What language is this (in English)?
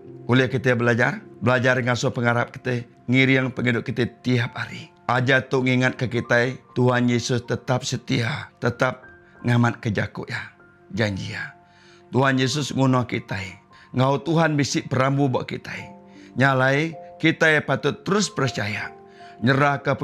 Iban